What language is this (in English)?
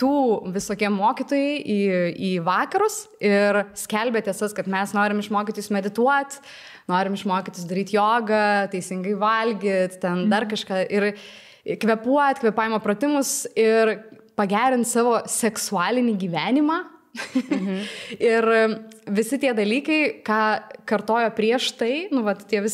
Lithuanian